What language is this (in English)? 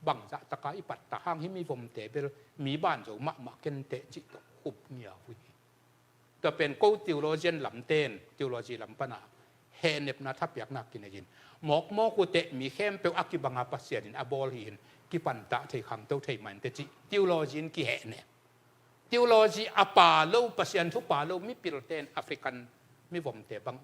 Tedim Chin